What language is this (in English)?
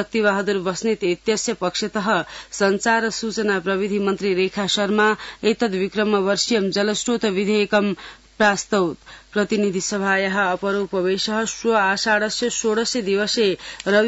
Sanskrit